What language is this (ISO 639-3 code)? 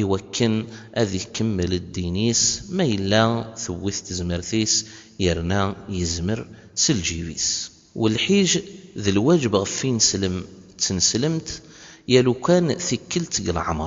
kab